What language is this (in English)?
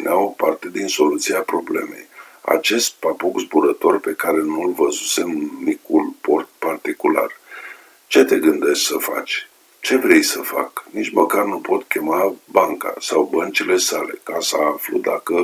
Romanian